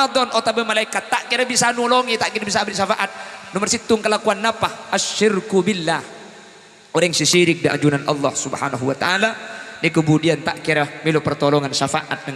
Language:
Madurese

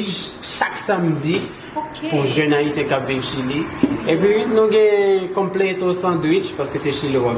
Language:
Haitian Creole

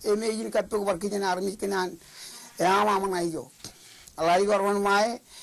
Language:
Marshallese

